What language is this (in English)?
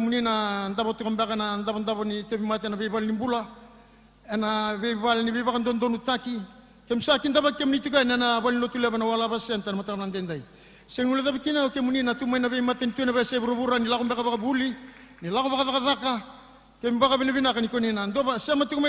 Fijian